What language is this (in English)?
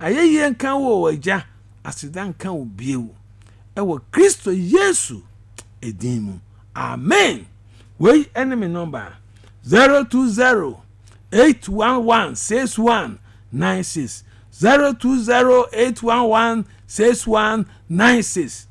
Akan